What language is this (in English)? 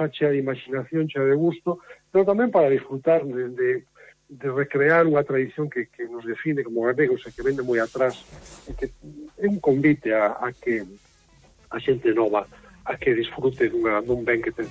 Galician